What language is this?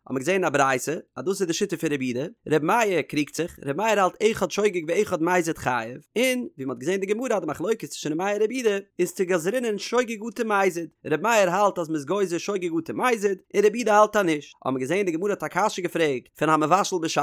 Yiddish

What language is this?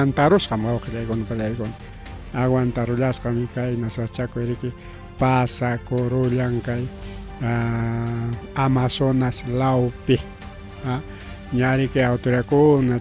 Ayacucho Quechua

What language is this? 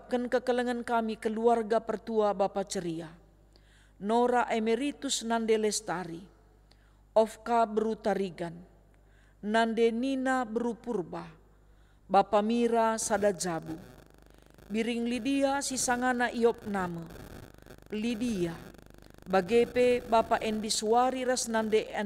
Batak Karo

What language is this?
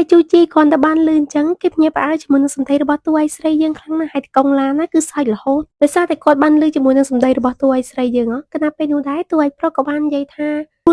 Khmer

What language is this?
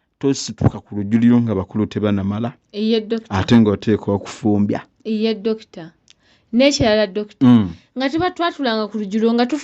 Ganda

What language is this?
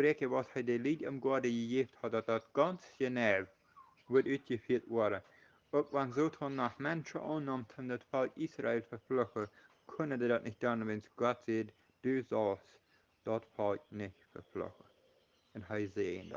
Plautdietsch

